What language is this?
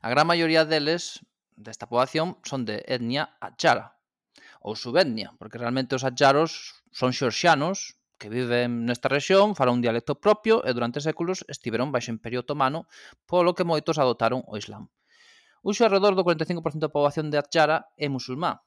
Galician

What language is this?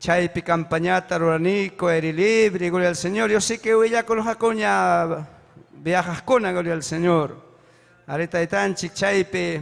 Ayacucho Quechua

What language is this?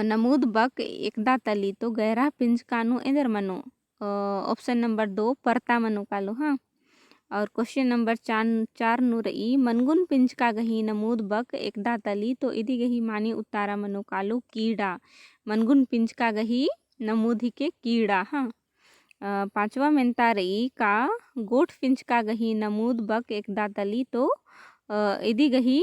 Kurukh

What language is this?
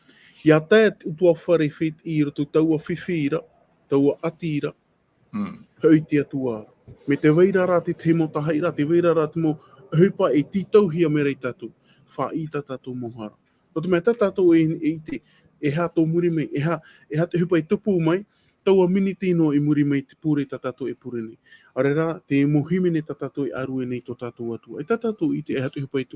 Tahitian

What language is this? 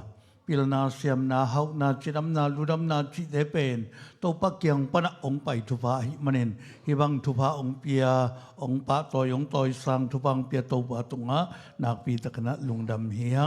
Tedim Chin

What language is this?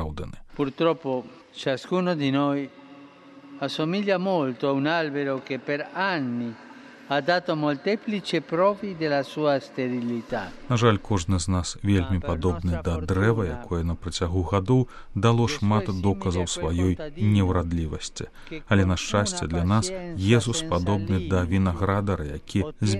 Belarusian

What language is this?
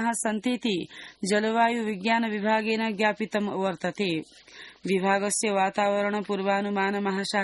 Sanskrit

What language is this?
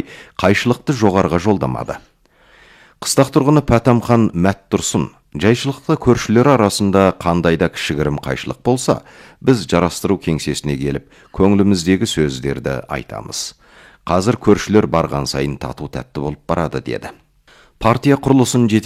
Kazakh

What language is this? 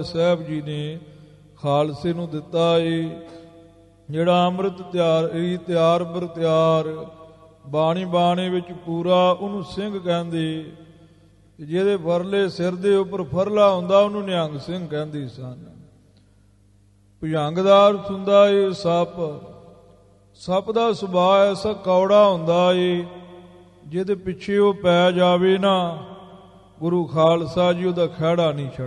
Punjabi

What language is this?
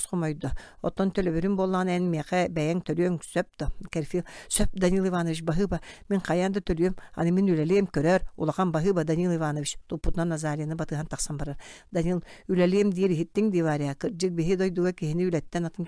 Yakut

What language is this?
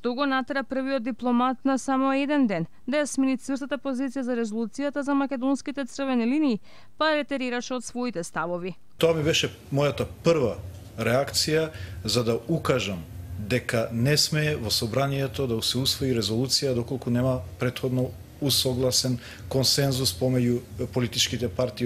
Macedonian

